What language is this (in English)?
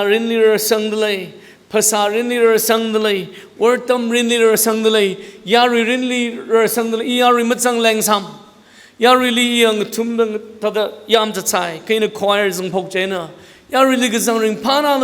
Tangkhul Naga (India)